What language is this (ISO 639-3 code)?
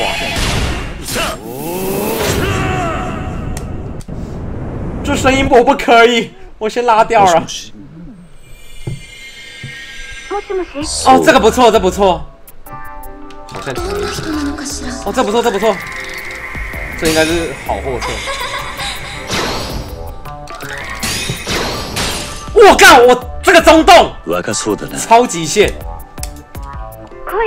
zho